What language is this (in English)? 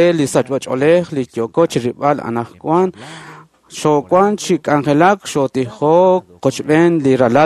Kekchí